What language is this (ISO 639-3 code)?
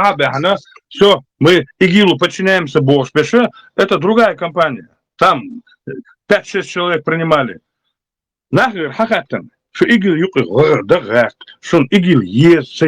che